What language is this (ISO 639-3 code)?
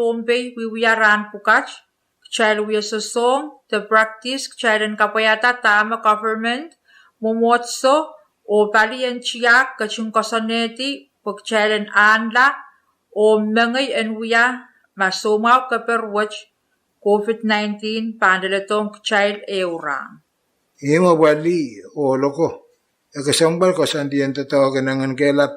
pon